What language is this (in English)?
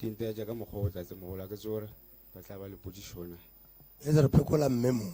Northern Sotho